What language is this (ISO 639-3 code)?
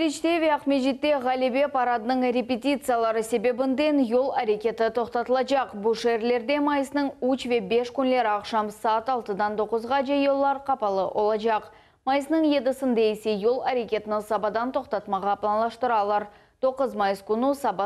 crh